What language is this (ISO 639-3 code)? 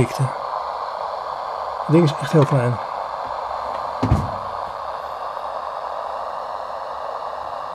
nld